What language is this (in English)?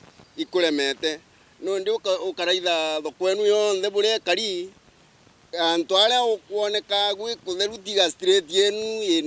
Meru